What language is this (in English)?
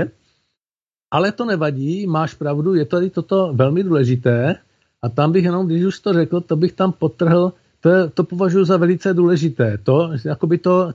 Czech